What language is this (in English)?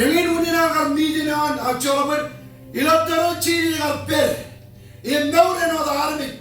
Marshallese